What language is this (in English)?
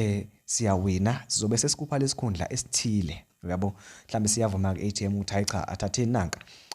Zulu